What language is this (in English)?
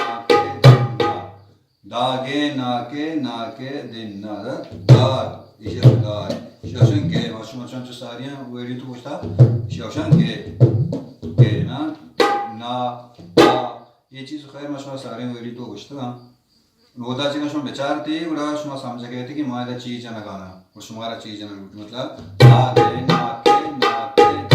Baluchi